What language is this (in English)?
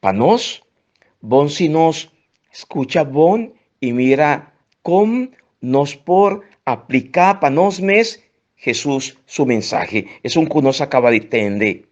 Papiamento